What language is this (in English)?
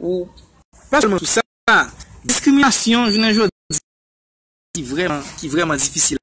Haitian Creole